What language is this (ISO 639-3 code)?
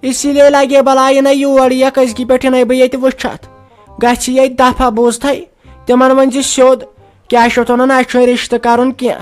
kas